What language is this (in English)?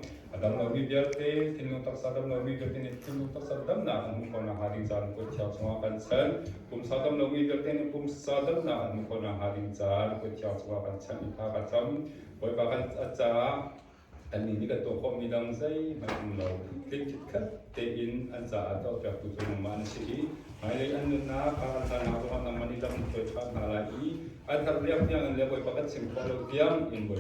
Hakha Chin